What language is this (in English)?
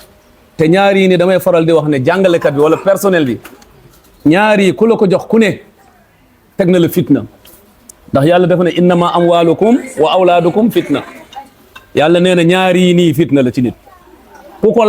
Wolof